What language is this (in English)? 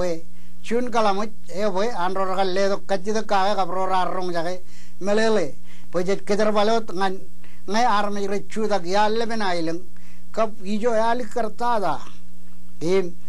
Marshallese